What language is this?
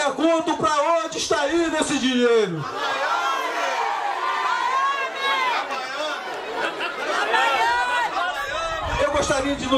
Portuguese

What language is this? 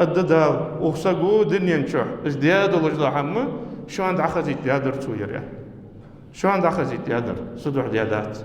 Ingush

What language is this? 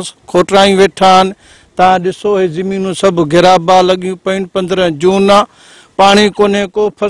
Sindhi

